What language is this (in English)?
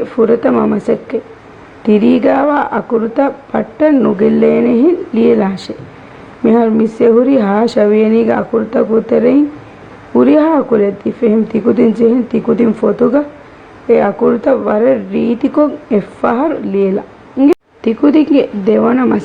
Divehi